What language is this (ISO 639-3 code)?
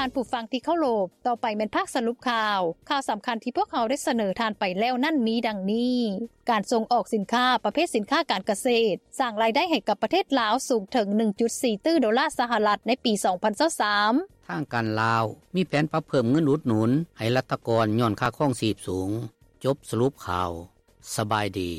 lao